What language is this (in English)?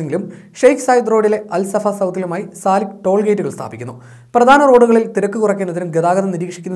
Malayalam